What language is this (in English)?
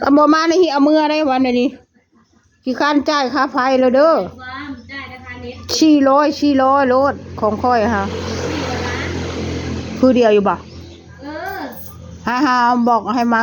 Northeastern Thai